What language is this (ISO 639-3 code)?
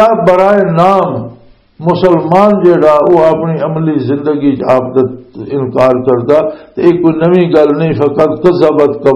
lah